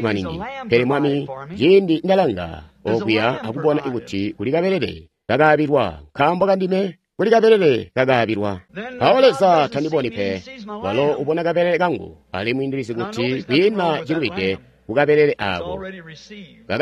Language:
Tonga (Zambia)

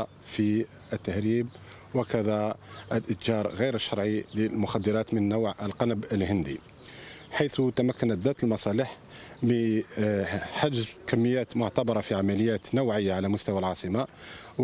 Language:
Arabic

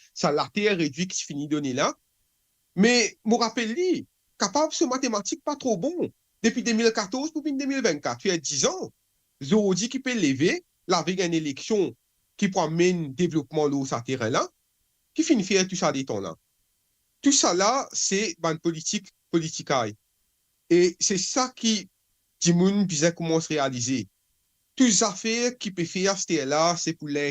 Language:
Morisyen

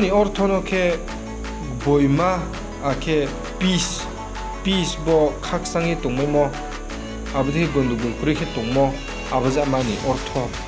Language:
Riang (India)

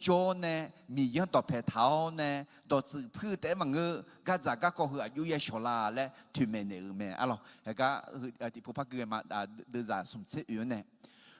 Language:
Akha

